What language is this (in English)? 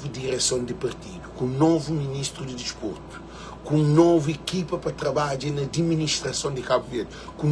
Kabuverdianu